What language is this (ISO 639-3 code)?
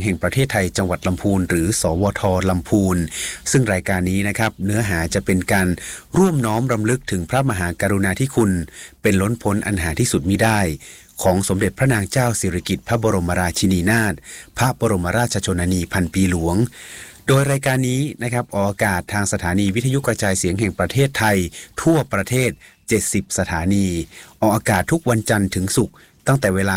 tha